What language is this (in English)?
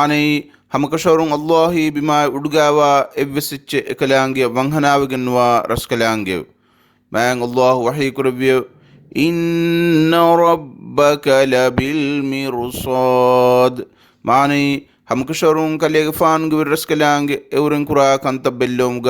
Divehi